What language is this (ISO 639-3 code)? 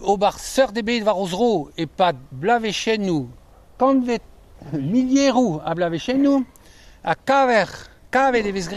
bre